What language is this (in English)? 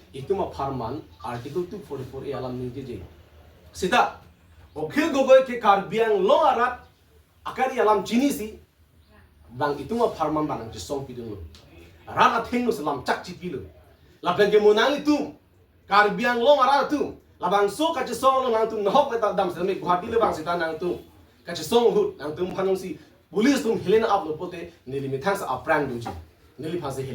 Karbi